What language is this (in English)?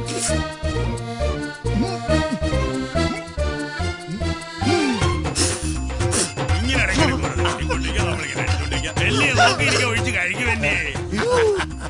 Malayalam